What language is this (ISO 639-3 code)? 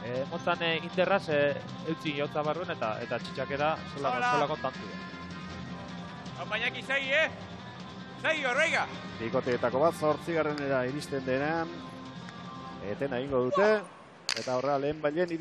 eus